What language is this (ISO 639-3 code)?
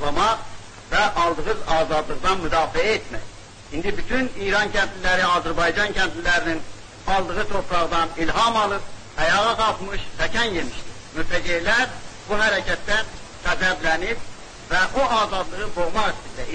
azb